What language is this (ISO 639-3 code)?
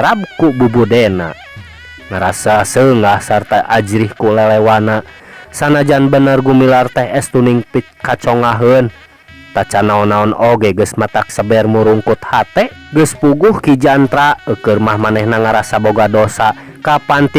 sun